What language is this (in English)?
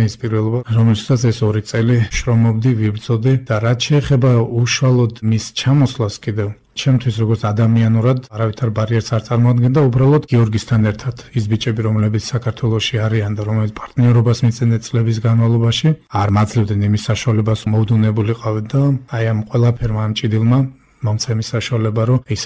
Georgian